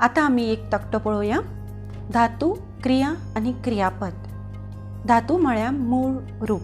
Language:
Konkani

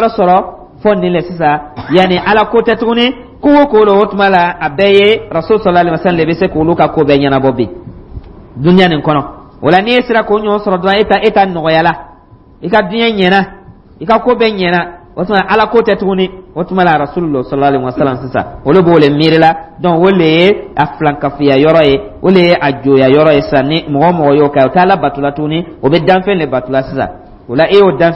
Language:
Dyula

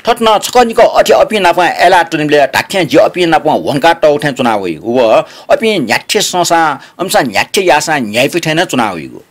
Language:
Newari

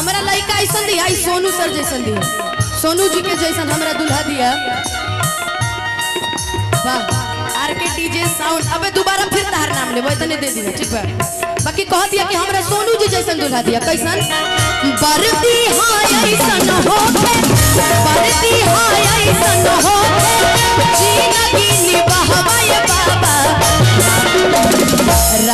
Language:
Bhojpuri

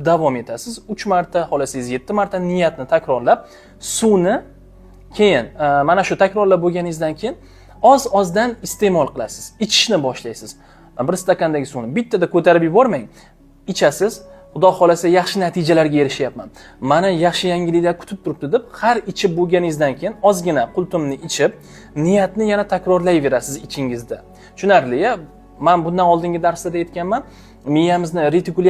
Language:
Uzbek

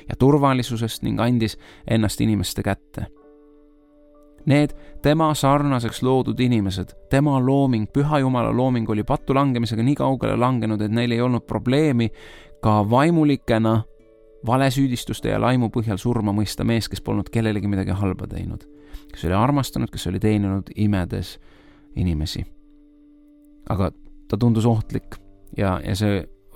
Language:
Estonian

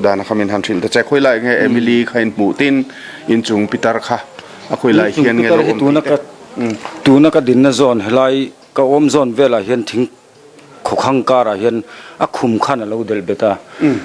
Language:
Mizo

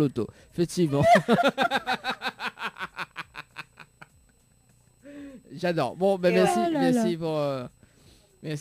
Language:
French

